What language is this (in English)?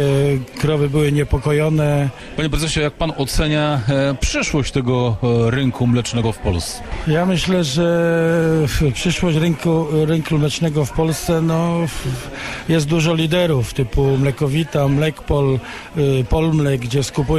Polish